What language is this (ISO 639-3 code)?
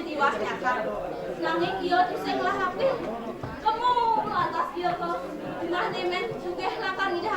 ban